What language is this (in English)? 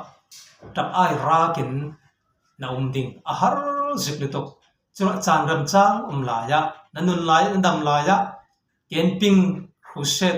Falam Chin